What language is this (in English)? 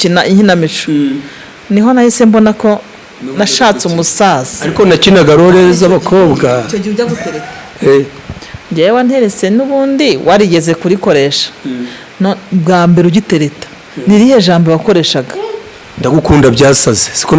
Kinyarwanda